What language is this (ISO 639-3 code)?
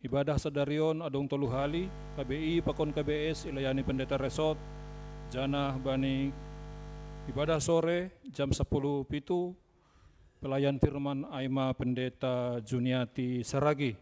bts